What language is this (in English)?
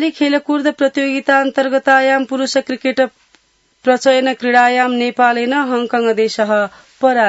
Sanskrit